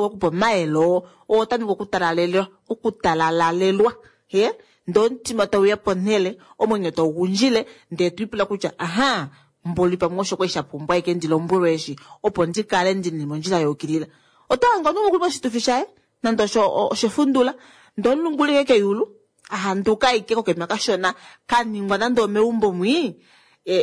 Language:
Kuanyama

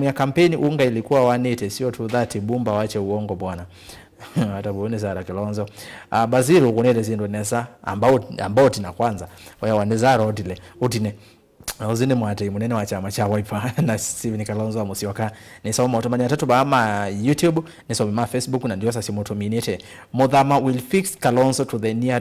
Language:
Kamba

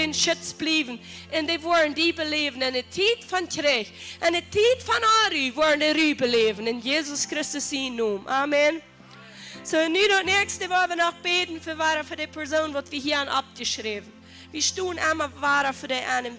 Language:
Plautdietsch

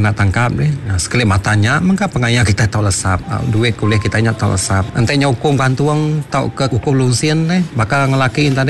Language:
Iban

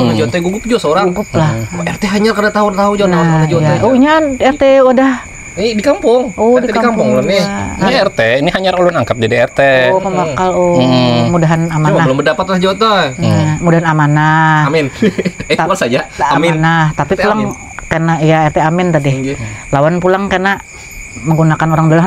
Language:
Banjar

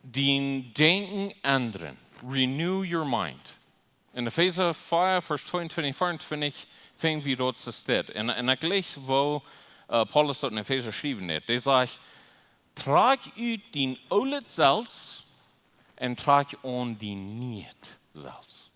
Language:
Plautdietsch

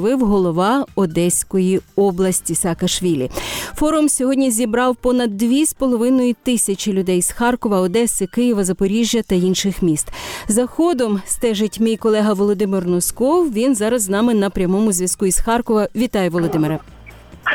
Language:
Ukrainian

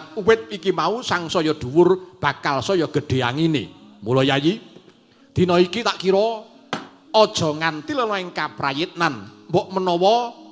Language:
Javanese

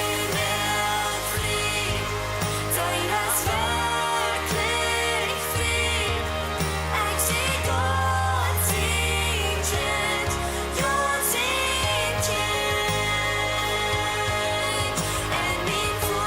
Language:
Plautdietsch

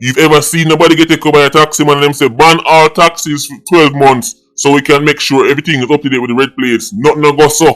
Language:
Jamaican Creole English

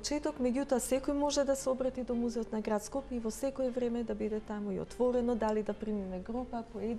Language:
Macedonian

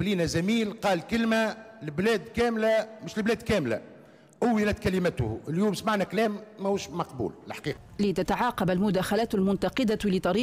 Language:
Tunisian Arabic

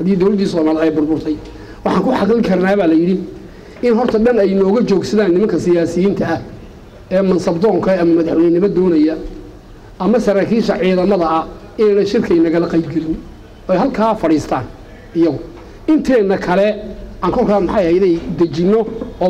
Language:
Somali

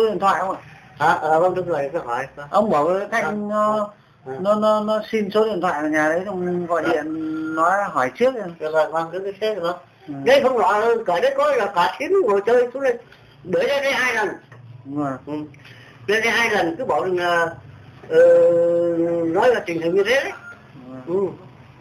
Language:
Vietnamese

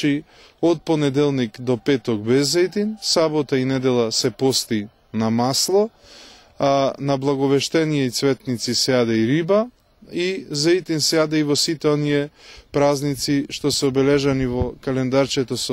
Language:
Macedonian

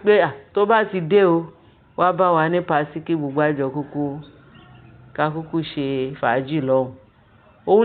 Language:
Yoruba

